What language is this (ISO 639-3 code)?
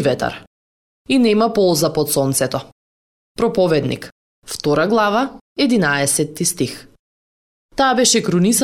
mkd